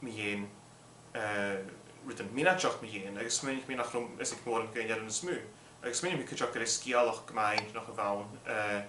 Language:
Scottish Gaelic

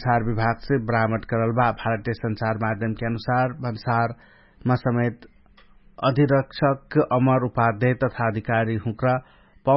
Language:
Dangaura Tharu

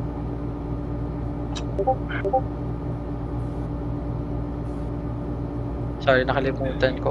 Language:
Filipino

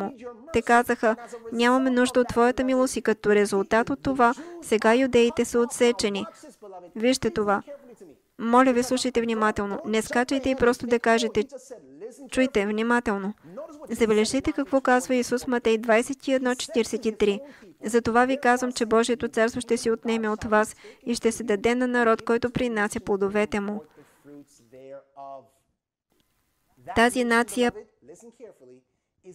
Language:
Bulgarian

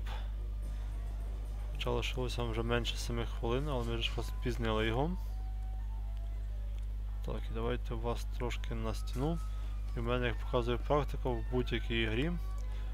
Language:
Ukrainian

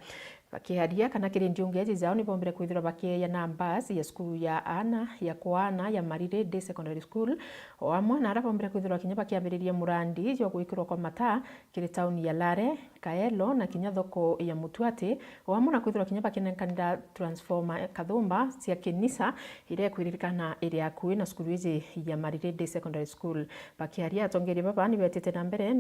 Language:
Meru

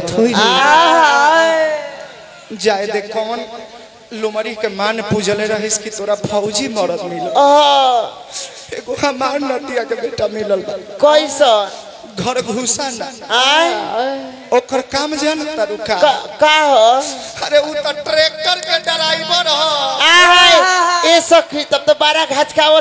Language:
Bhojpuri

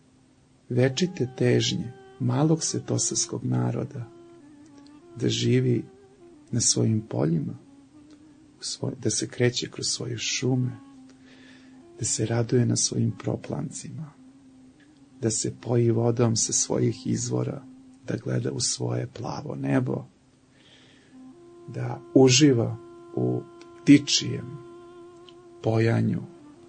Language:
Serbian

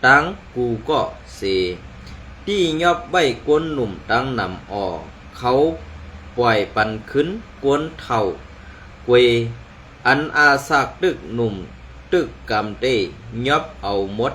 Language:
Shan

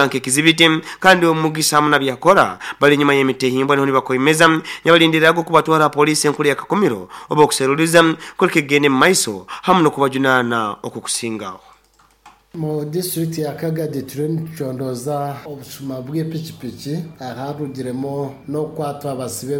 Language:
Nyankole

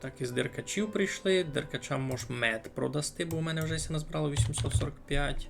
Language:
Rusyn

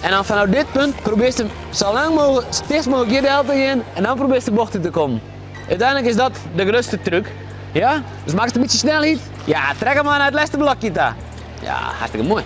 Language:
Western Frisian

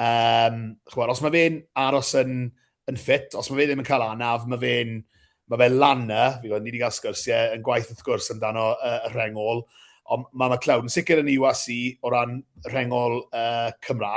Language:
Welsh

